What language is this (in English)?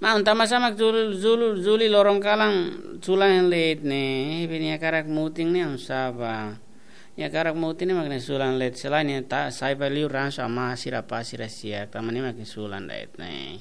Tetum